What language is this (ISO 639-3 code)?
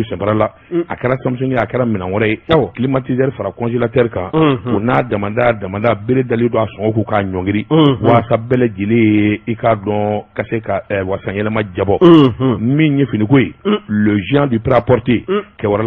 bam